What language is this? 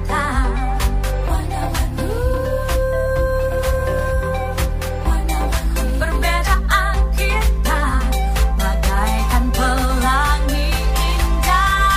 Indonesian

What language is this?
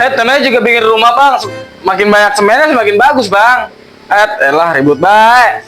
Betawi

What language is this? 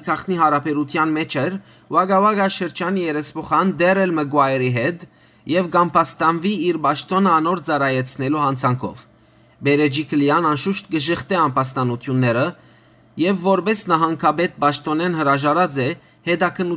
Western Armenian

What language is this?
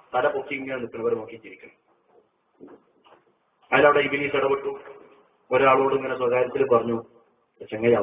Malayalam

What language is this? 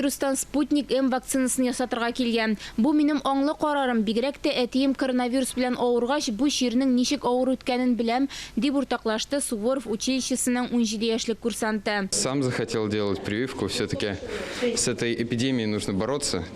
Tatar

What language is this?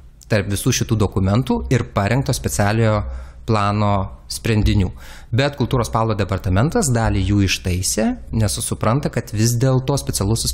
Lithuanian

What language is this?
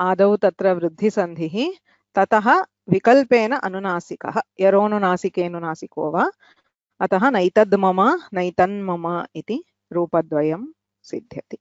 Sanskrit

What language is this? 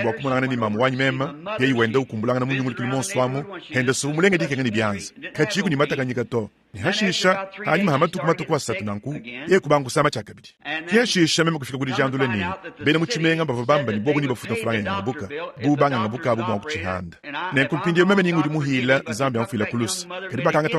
Luba-Lulua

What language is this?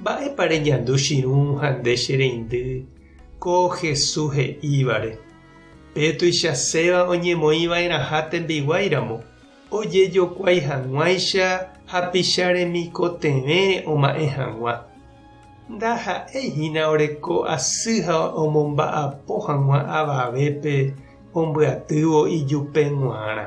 Guarani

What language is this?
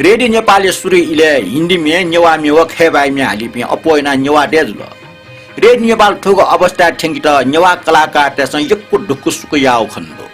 Newari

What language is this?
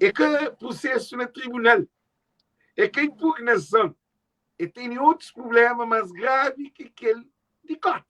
Kabuverdianu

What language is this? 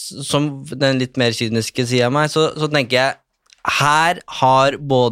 Norwegian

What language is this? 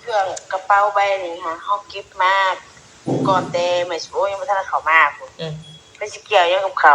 Northeastern Thai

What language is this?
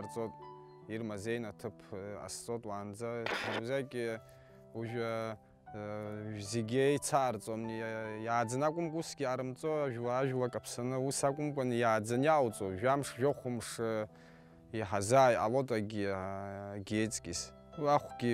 Abkhazian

